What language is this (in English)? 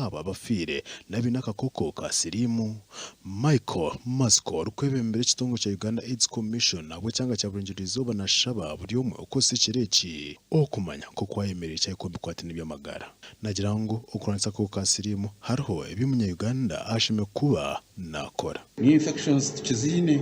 Nyankole